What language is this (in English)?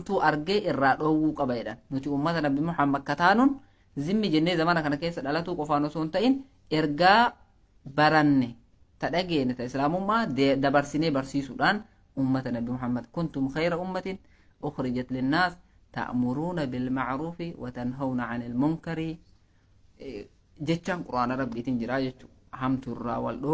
Oromo